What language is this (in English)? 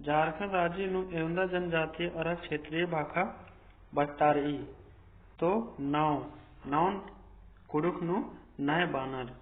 Kurukh